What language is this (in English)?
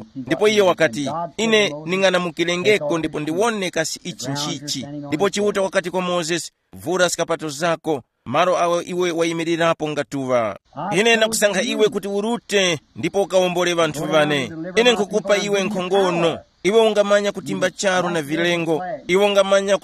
Tumbuka